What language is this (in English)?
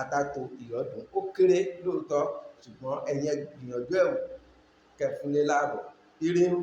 Yoruba